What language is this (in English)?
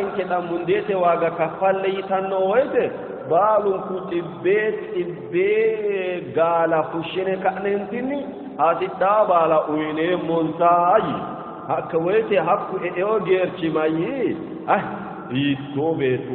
Sidamo